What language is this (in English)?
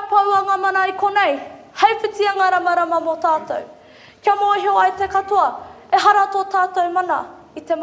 Māori